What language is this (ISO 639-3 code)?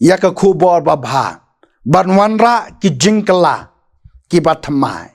kha